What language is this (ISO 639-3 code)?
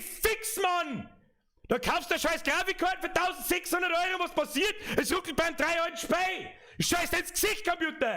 bar